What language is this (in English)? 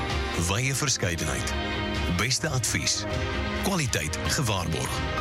Afrikaans